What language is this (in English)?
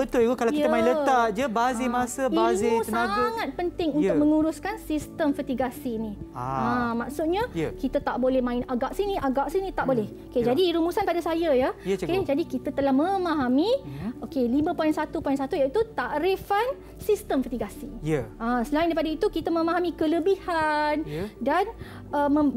Malay